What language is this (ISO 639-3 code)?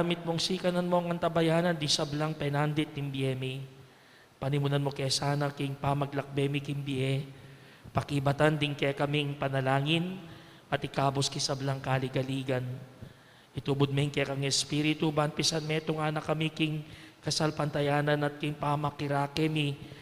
pam